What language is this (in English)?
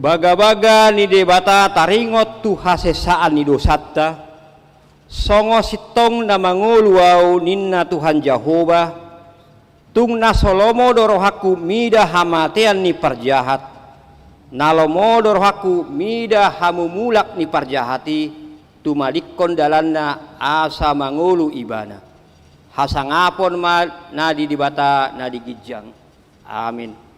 Batak Toba